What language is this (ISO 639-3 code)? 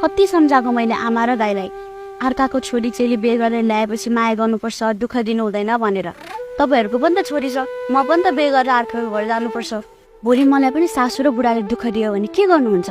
nep